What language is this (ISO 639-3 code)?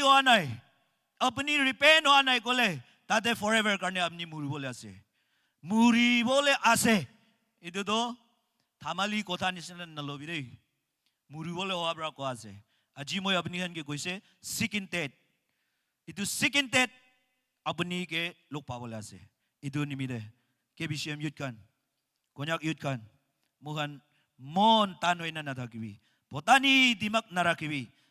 nag